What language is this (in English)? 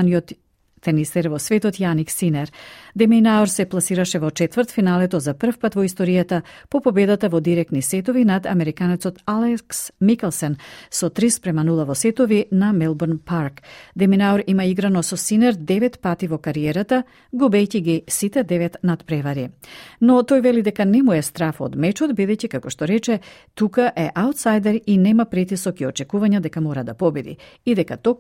Macedonian